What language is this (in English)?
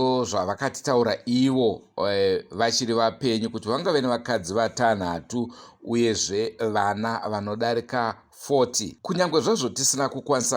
Shona